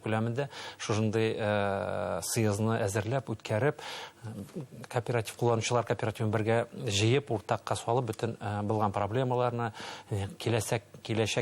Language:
Bashkir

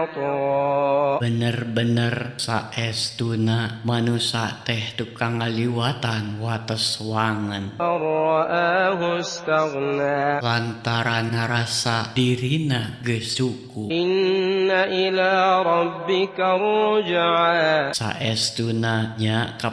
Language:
Sundanese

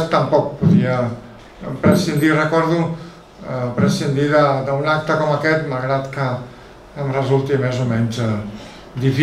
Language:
Catalan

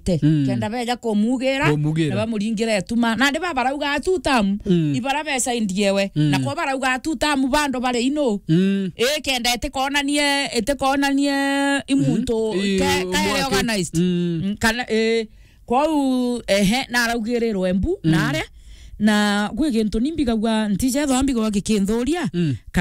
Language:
Meru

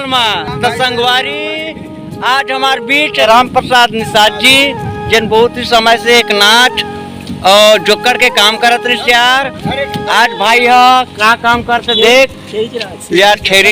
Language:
Chhattisgarhi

